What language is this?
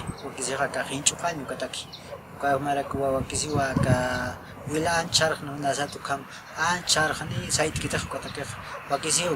Aymara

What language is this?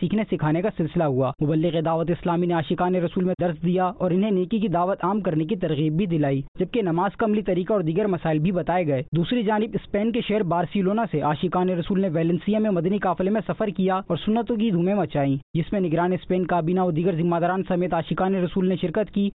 Urdu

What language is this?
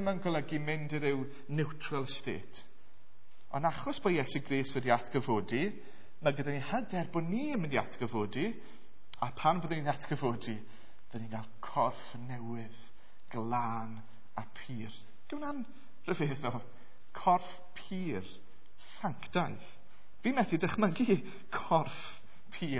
Welsh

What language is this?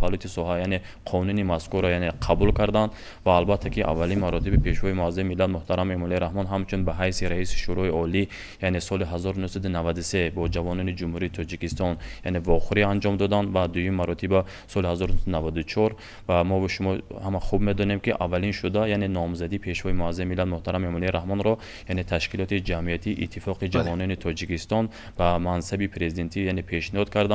Tajik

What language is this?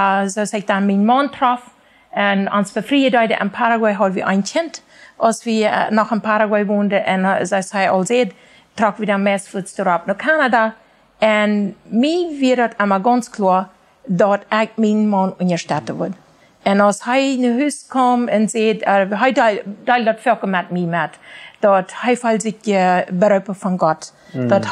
Plautdietsch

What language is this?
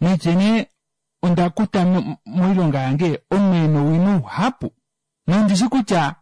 Kuanyama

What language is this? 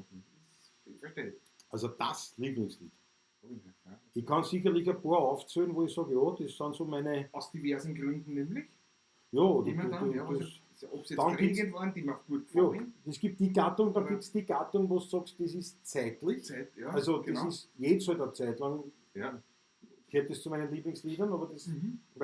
Bavarian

